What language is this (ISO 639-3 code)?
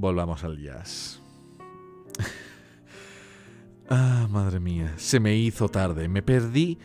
spa